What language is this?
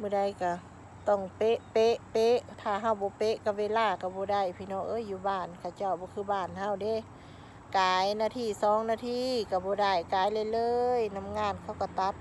Lao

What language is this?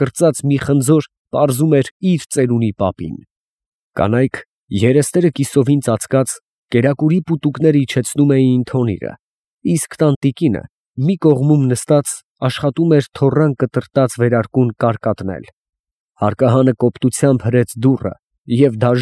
Armenian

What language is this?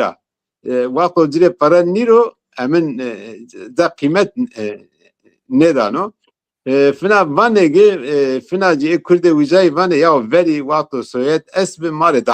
Zaza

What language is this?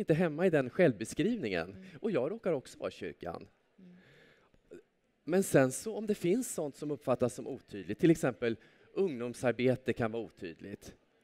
Swedish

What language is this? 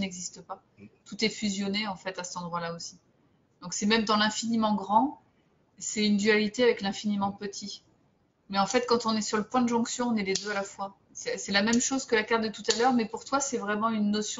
French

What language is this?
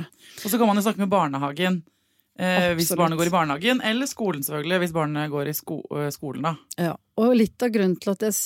Norwegian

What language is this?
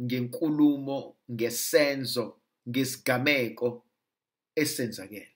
Zulu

